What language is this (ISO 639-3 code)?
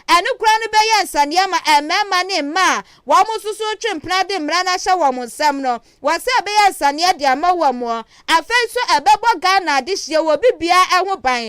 aka